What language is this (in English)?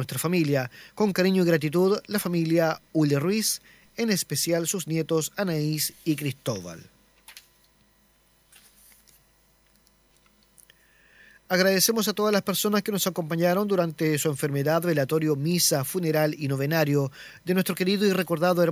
Spanish